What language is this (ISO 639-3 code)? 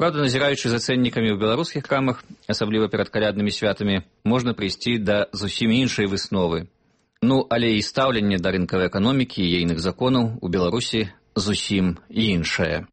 bel